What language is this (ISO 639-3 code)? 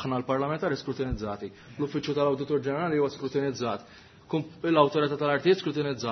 mlt